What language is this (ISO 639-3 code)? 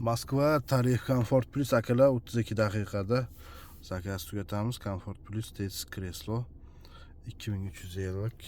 uzb